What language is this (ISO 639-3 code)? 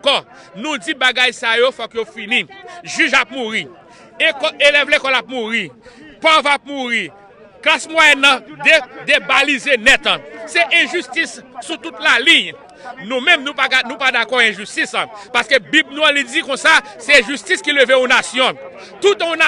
hat